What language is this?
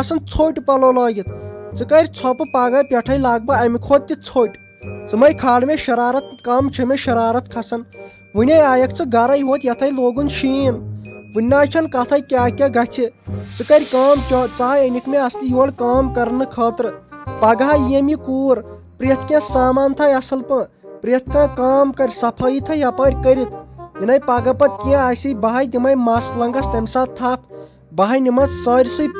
Kashmiri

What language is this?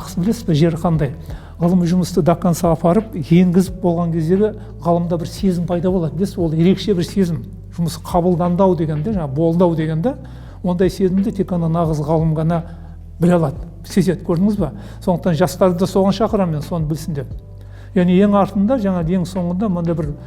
Kazakh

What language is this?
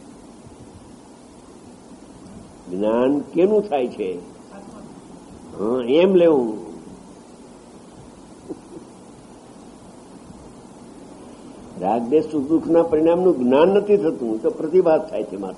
Gujarati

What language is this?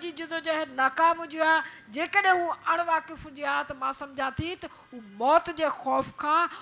Sindhi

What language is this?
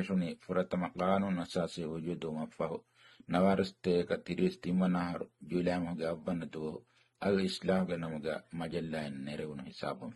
Divehi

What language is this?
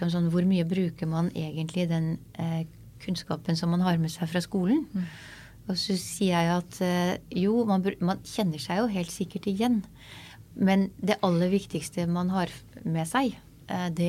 Norwegian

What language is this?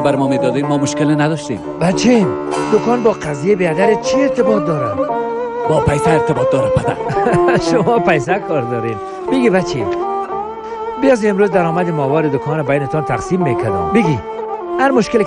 Persian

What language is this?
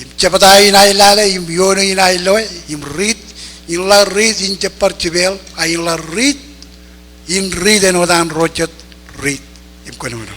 Marshallese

